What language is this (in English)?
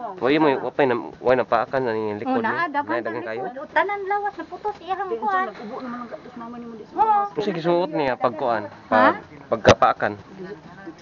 Cebuano